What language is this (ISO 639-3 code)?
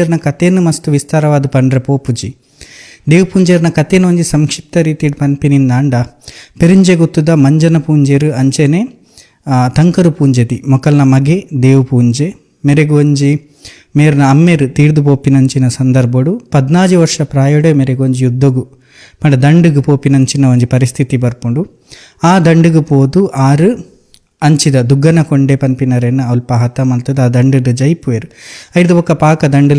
tcy